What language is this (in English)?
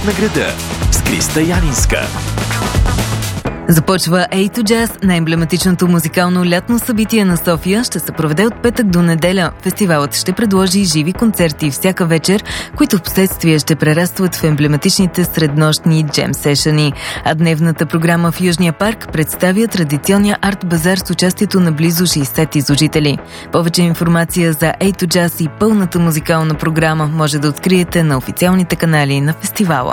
Bulgarian